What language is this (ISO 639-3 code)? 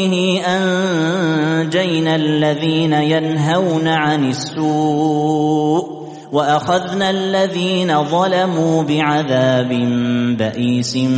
ara